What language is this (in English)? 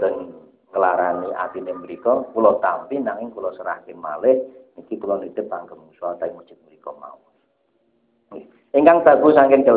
Javanese